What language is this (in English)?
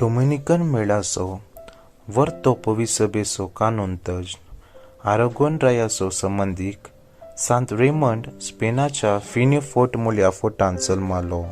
Konkani